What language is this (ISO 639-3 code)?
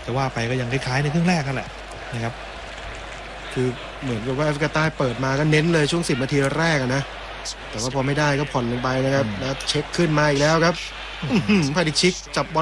tha